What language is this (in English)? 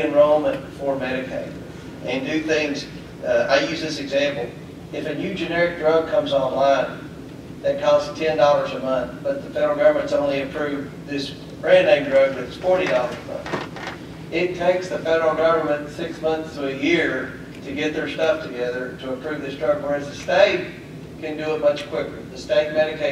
English